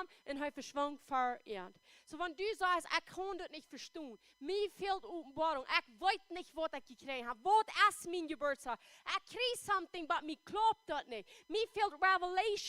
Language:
Plautdietsch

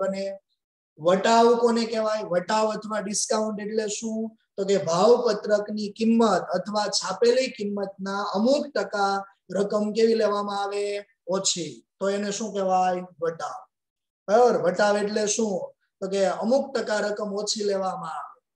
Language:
Gujarati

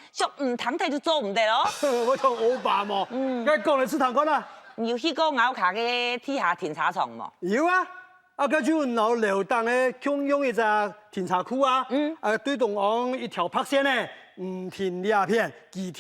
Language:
Hakka Chinese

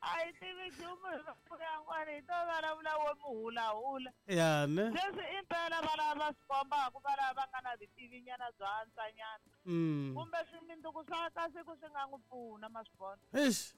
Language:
Tsonga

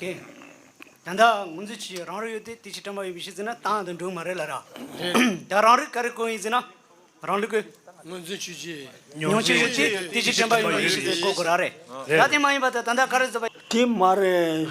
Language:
Tibetan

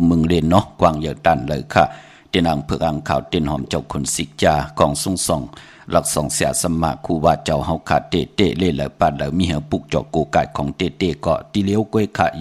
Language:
Shan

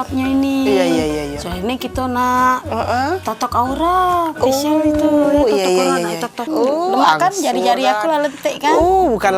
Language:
Musi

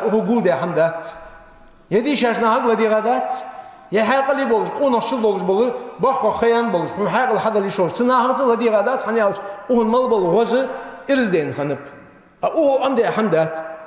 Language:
Ingush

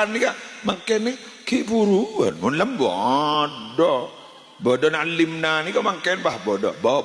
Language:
Madurese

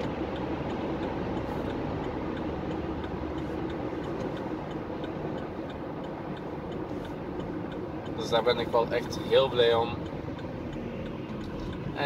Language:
Dutch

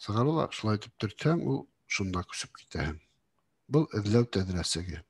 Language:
Bashkir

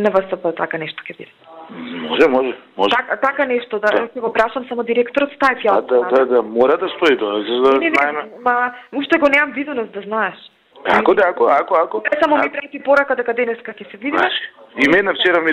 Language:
Macedonian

